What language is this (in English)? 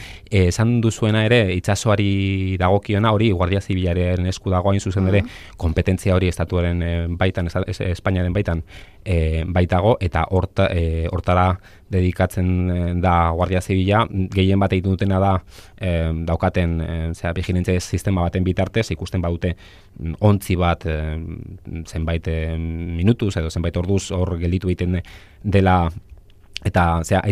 Basque